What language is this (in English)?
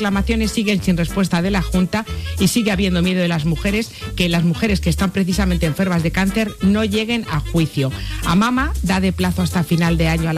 Spanish